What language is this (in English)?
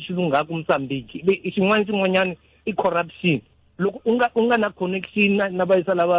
Tsonga